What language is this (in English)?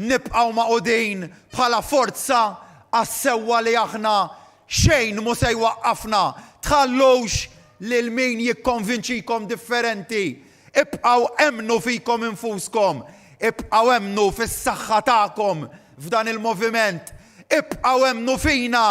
Maltese